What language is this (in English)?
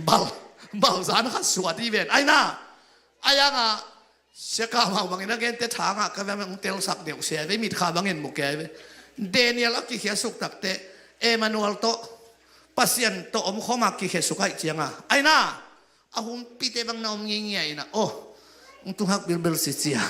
Tedim Chin